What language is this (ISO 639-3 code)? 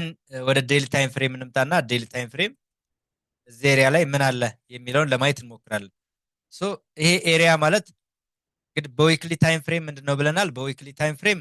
amh